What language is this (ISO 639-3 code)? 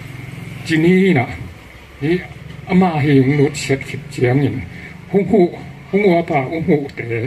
ctd